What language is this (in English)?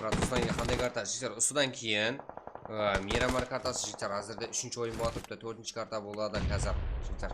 Kara-Kalpak